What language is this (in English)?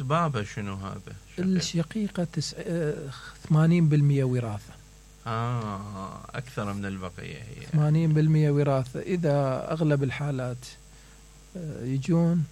Mesopotamian Arabic